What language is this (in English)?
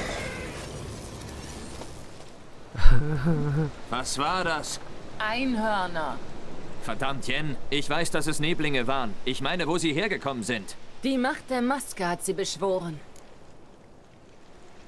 German